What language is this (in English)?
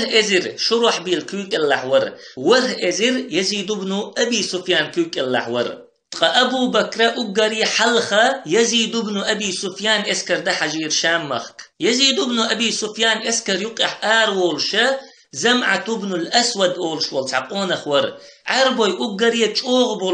Chechen